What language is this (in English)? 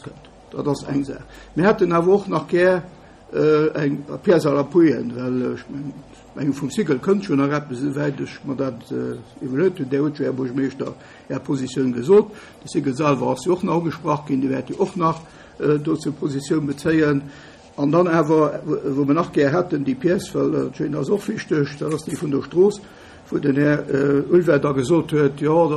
Luxembourgish